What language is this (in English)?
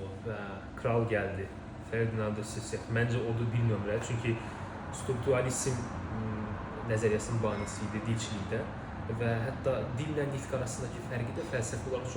Azerbaijani